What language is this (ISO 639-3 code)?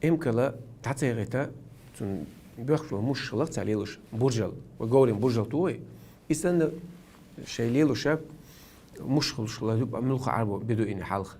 che